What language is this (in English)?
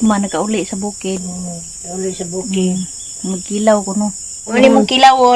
Cebuano